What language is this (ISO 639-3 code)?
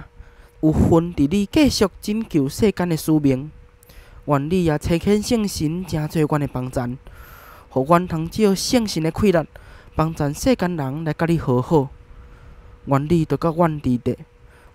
nan